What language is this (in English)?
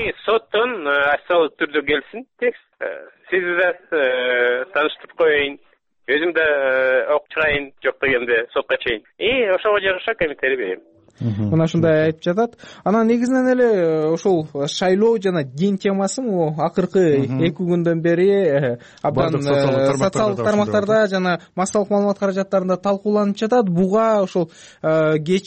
Kyrgyz